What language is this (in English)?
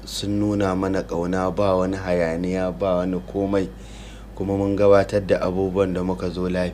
Hausa